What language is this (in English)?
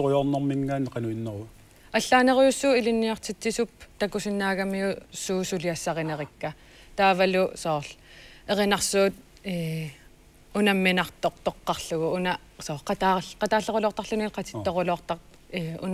Kalaallisut